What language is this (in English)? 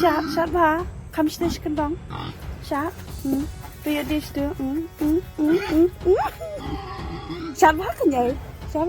Khasi